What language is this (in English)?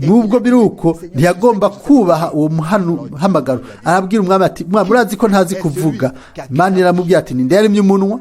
Rundi